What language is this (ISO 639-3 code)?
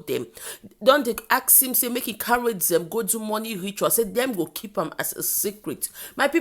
pcm